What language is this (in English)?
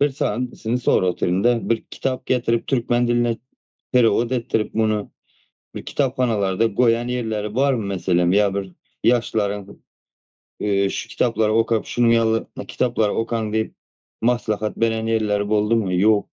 Turkmen